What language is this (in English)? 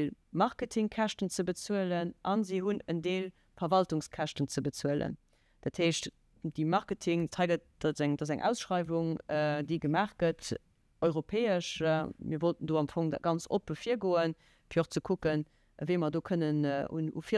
Luxembourgish